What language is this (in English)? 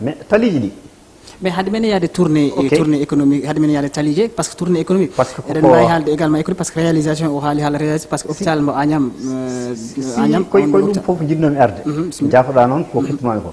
Fula